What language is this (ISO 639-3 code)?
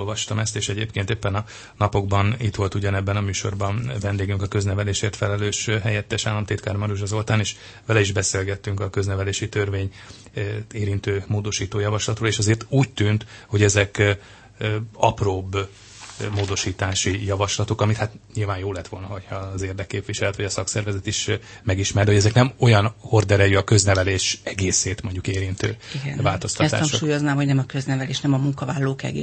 hun